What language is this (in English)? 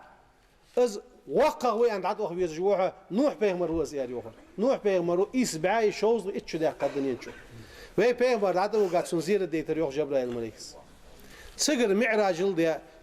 Ingush